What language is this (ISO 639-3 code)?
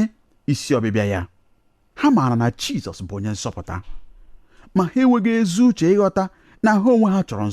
ibo